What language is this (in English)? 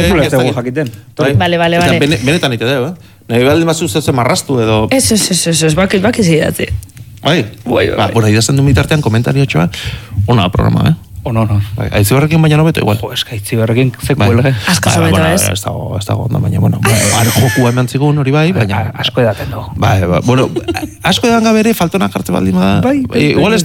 Basque